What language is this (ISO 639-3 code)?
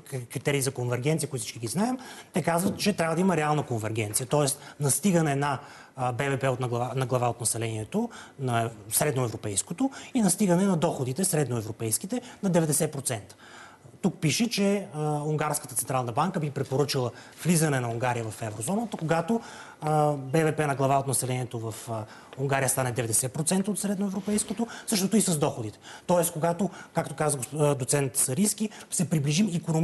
bul